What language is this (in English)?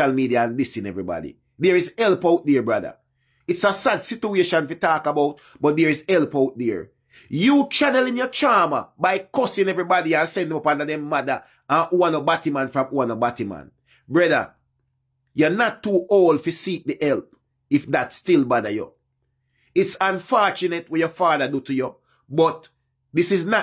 Jamaican Creole English